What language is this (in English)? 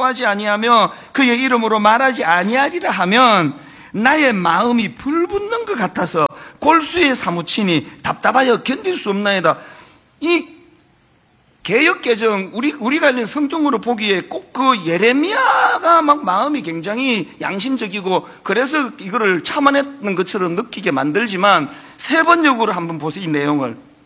Korean